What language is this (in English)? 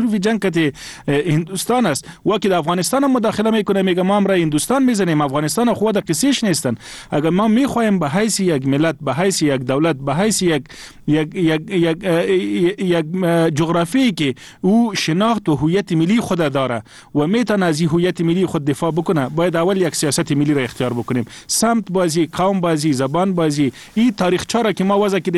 Persian